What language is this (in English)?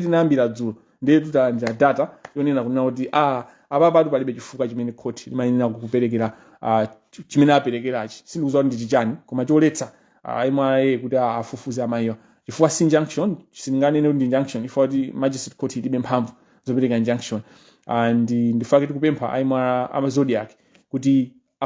Nyanja